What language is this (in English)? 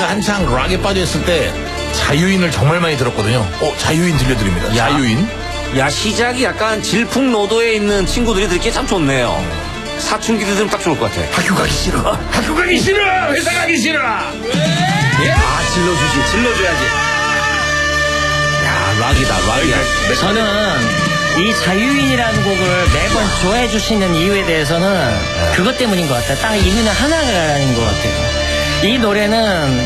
Korean